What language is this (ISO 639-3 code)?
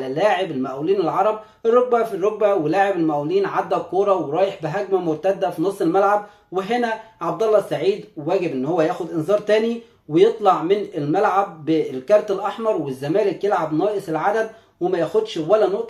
arz